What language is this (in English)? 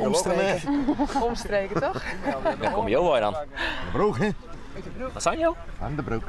Western Frisian